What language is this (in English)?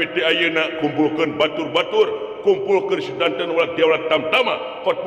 Sundanese